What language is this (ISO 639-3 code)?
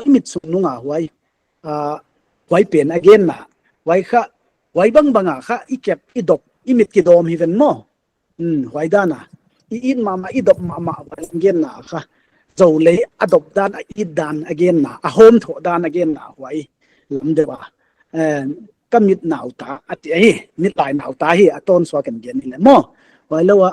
pck